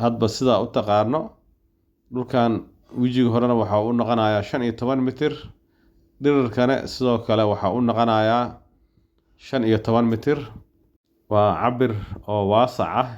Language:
Somali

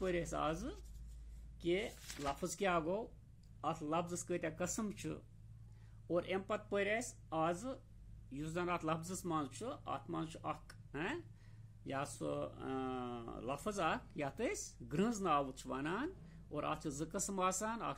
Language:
Kashmiri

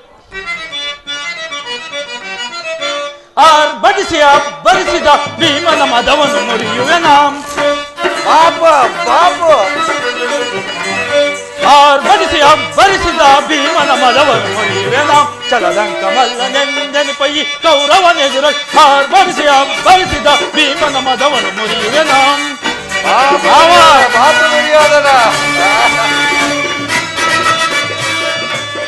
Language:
Kannada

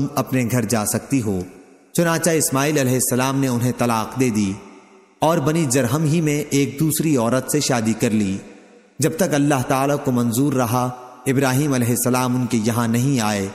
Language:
Urdu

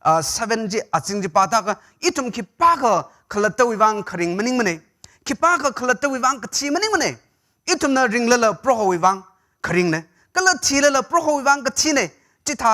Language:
Tangkhul Naga (India)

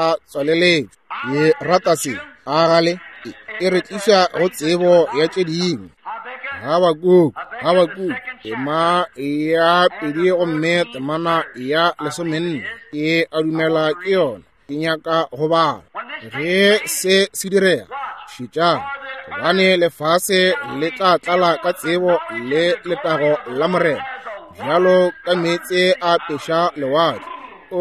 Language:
Northern Sotho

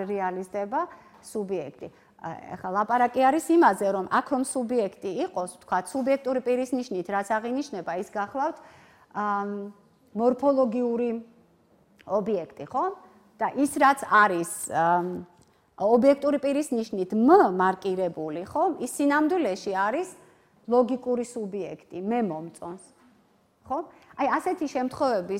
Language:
Georgian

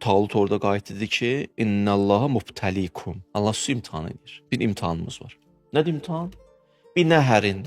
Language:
Azerbaijani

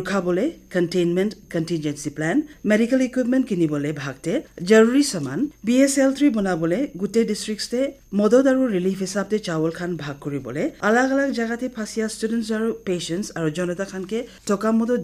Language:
Naga Pidgin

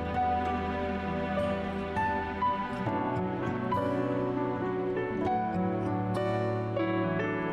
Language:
Bashkir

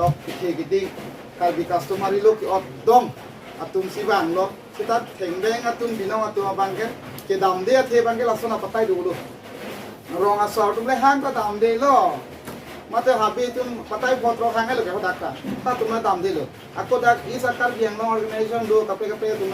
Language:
Karbi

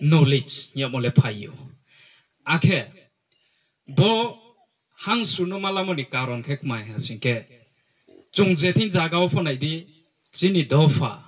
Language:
Riang (India)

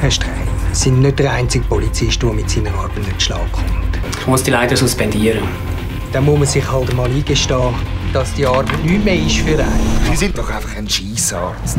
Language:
Swiss German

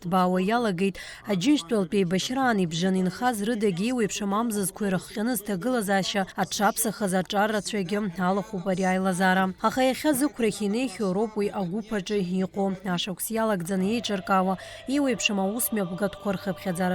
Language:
Abkhazian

